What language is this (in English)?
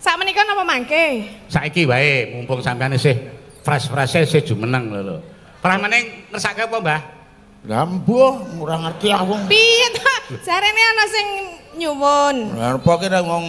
Javanese